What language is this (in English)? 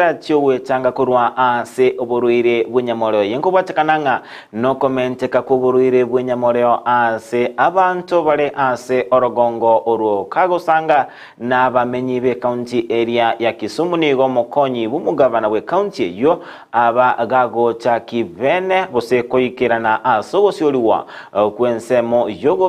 Gusii